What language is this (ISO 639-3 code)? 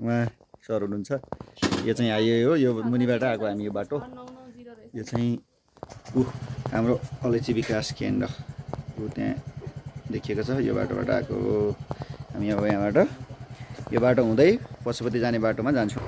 nep